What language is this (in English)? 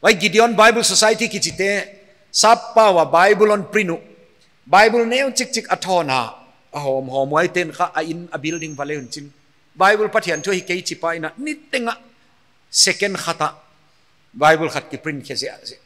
Paite Chin